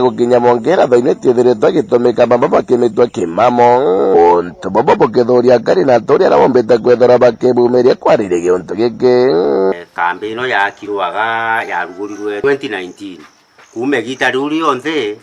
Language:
Meru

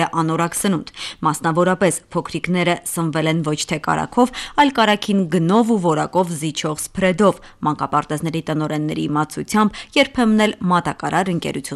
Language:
Armenian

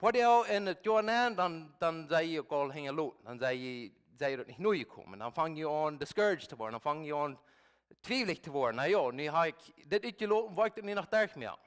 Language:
Plautdietsch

